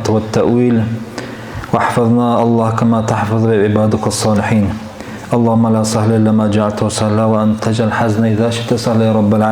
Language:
Dargwa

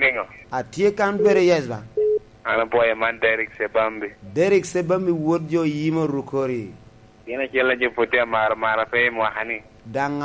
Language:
Lango (Uganda)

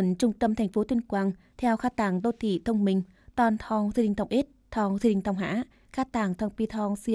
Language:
Tày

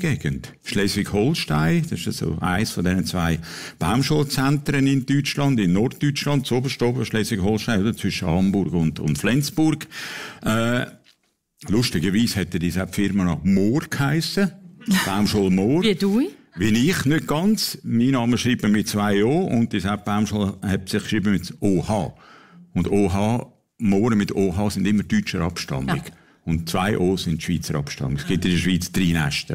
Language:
Swiss German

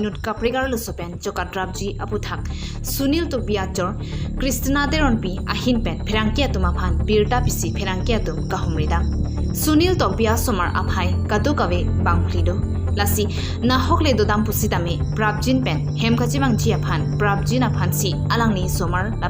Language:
Karbi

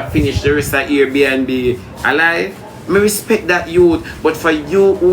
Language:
Jamaican Creole English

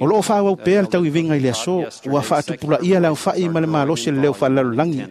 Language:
Samoan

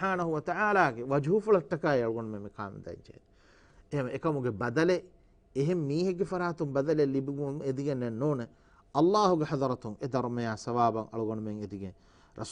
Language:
Divehi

